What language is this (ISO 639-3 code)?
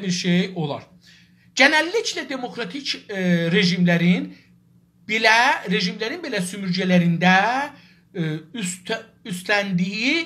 azb